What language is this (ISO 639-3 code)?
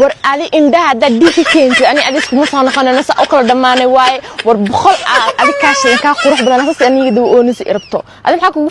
som